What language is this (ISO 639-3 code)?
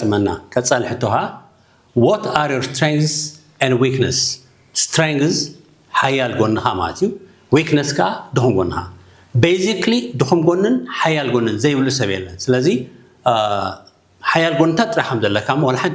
tir